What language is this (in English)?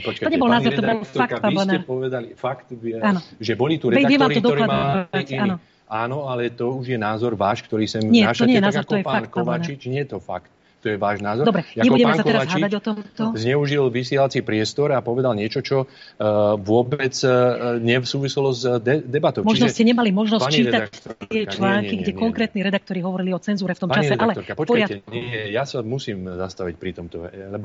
Slovak